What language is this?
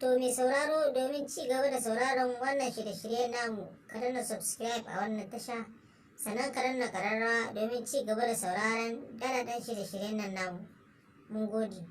Hausa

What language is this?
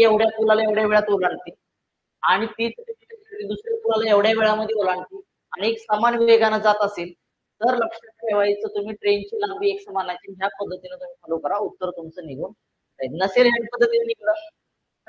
Marathi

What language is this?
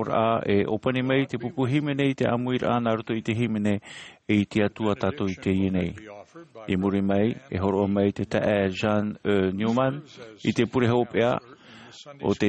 Tahitian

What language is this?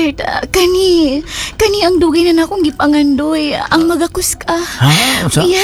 Cebuano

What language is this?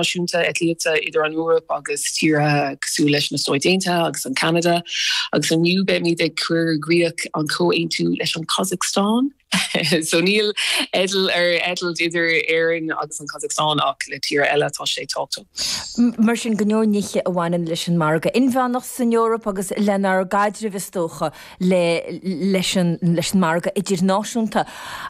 Irish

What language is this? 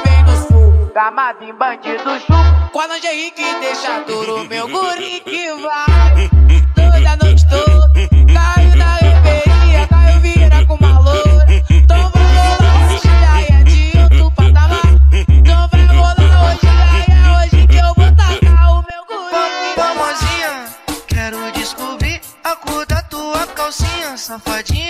Portuguese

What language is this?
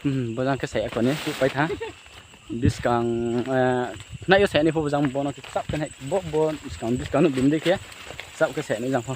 Riang (India)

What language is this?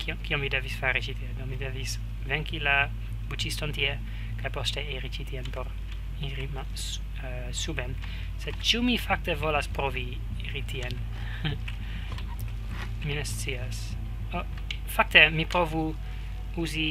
Esperanto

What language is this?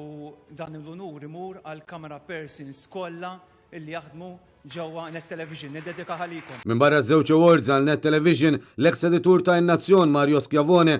Maltese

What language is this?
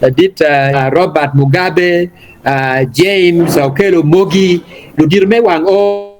Acoli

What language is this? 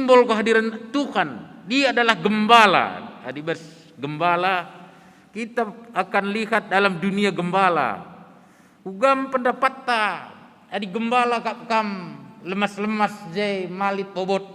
Batak Karo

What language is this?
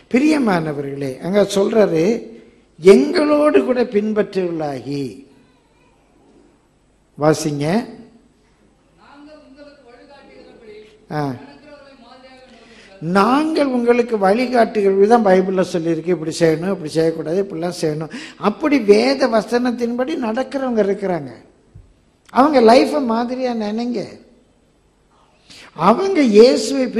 Tamil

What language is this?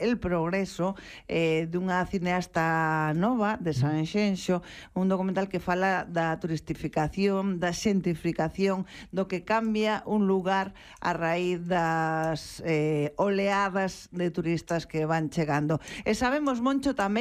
Galician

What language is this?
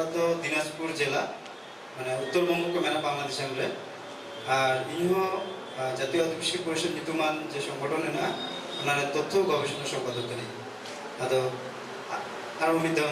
Santali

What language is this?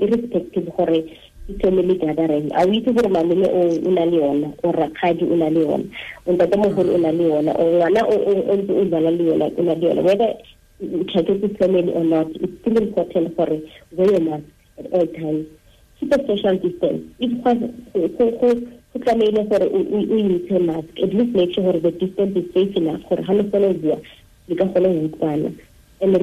Tswana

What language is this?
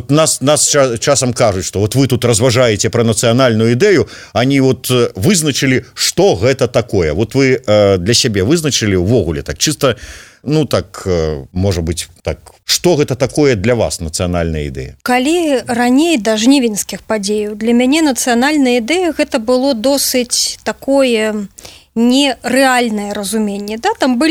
Belarusian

